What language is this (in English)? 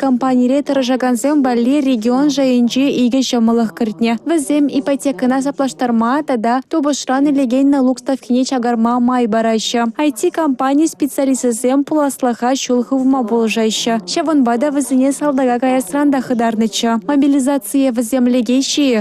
Chuvash